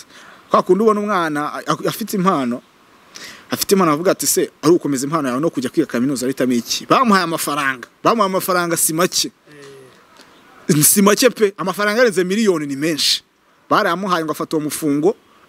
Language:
Kinyarwanda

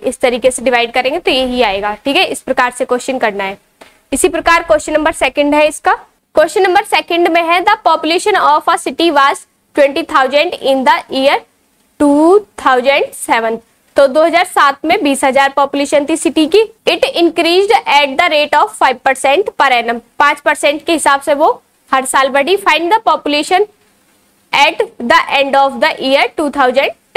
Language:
Hindi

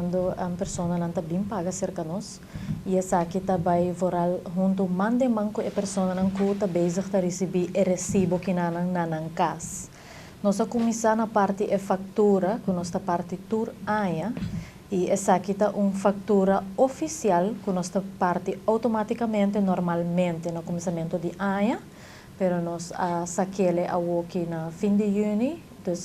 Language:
Papiamento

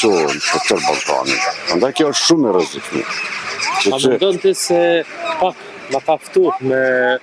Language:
Albanian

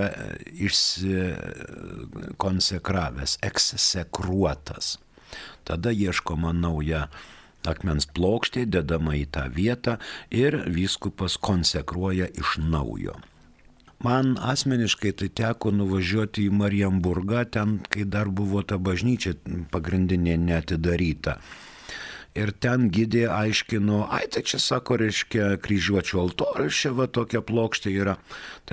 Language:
Lithuanian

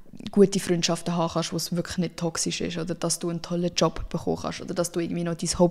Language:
Swiss German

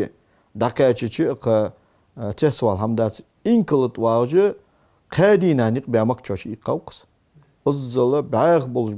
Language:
Ingush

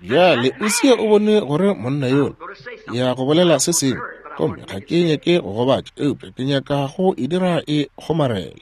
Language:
Northern Sotho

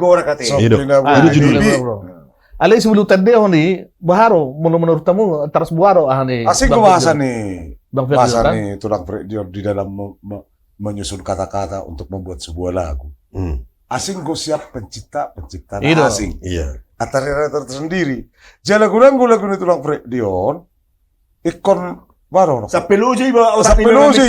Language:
Batak Toba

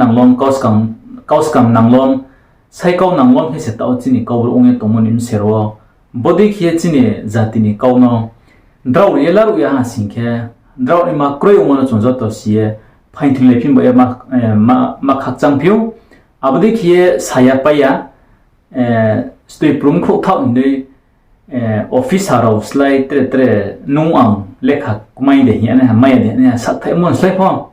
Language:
Riang (India)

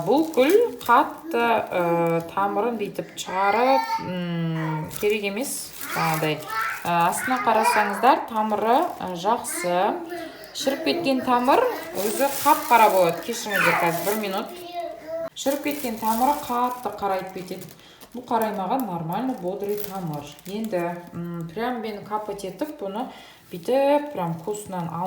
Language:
Kazakh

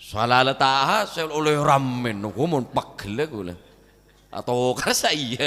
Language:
Madurese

